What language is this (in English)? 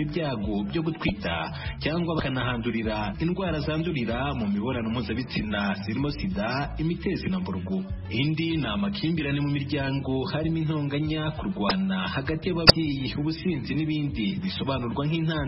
Kinyarwanda